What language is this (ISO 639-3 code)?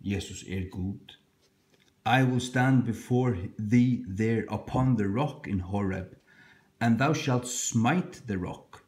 fao